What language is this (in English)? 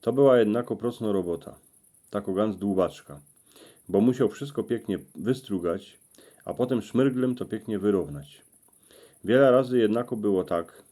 Silesian